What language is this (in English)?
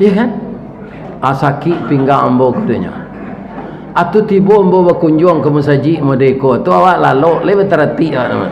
Minangkabau